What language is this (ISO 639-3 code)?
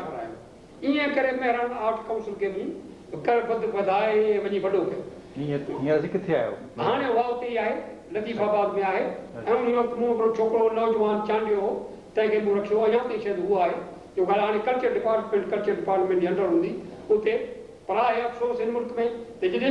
snd